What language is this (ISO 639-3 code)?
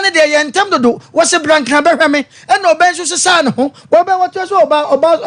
aka